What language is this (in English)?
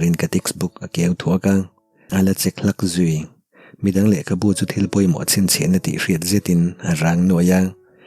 Mizo